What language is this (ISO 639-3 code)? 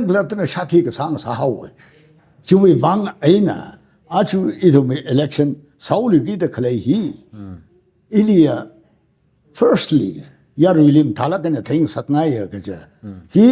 nmf